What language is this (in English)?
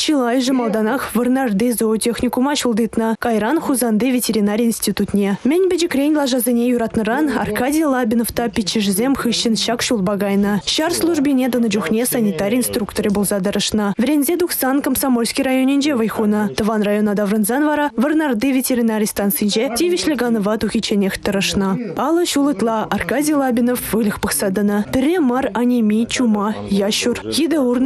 Chuvash